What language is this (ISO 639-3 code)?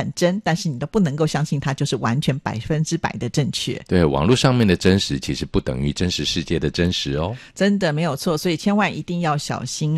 zho